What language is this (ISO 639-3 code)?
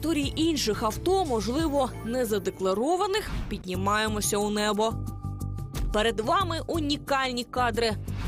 ukr